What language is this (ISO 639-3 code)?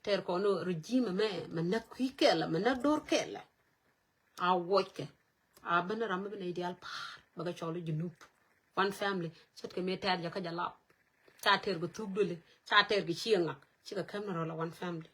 nus